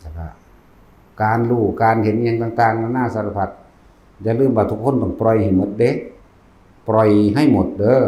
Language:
Northeastern Thai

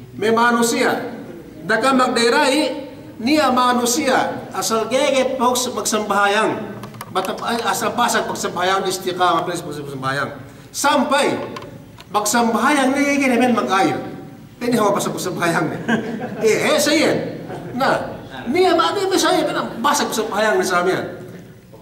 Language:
Yakan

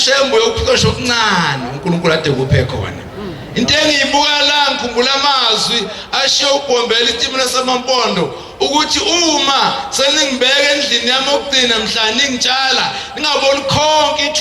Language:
Zulu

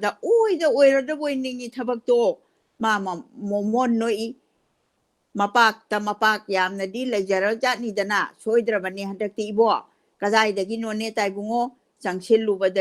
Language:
Manipuri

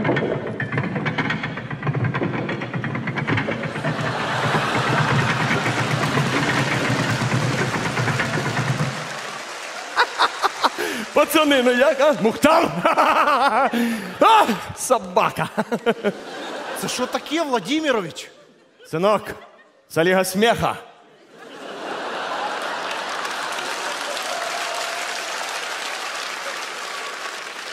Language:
Ukrainian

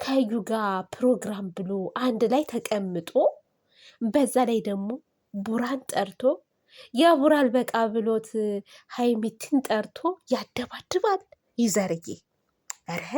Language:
Amharic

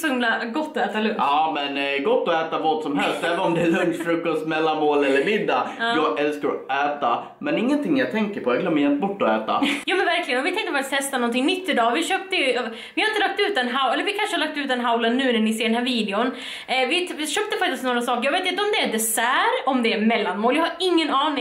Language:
Swedish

